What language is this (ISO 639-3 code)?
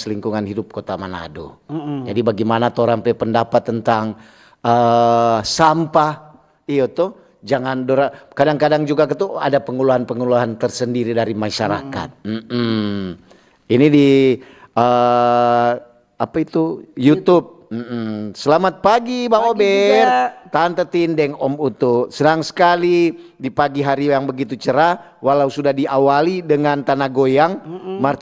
xmm